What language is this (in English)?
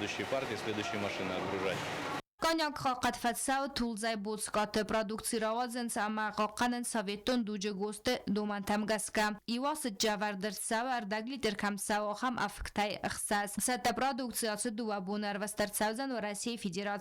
Ossetic